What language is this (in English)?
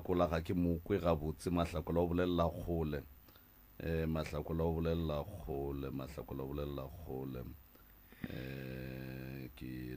Northern Sotho